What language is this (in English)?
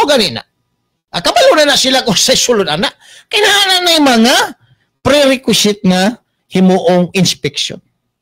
Cebuano